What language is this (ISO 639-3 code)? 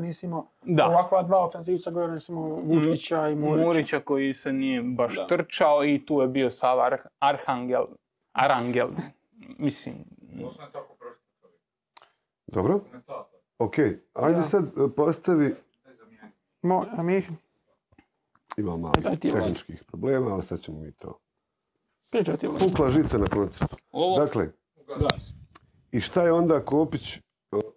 hrv